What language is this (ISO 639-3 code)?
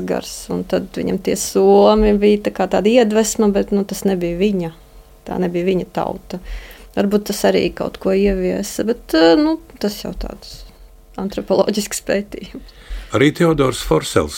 lav